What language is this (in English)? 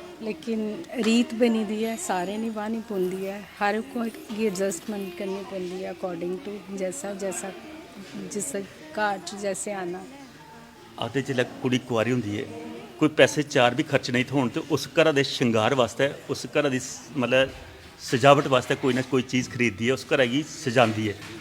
Dogri